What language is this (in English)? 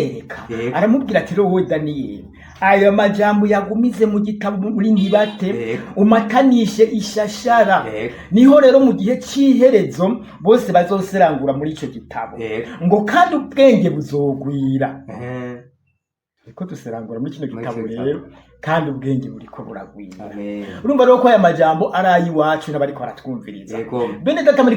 Rundi